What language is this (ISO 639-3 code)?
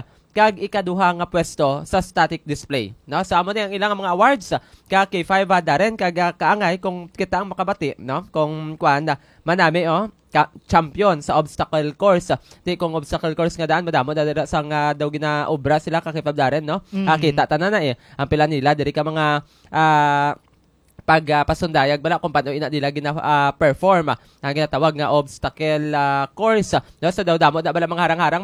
hil